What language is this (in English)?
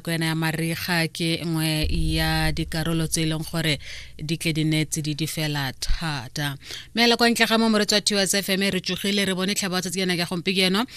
Tswana